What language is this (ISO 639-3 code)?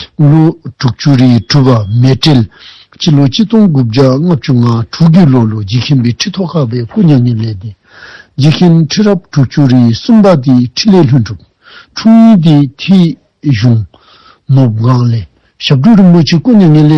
dzo